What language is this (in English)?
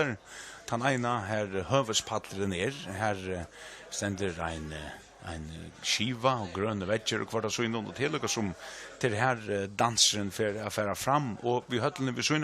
Faroese